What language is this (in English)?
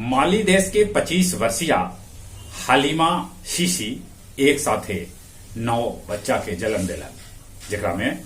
Magahi